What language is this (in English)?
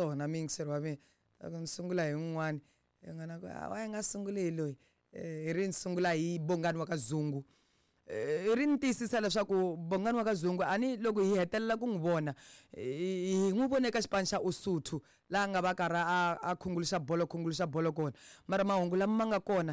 Tsonga